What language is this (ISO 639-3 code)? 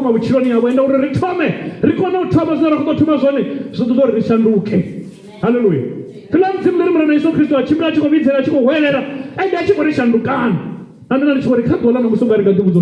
ven